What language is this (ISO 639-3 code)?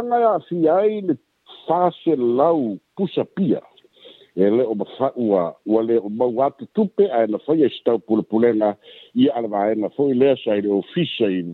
smo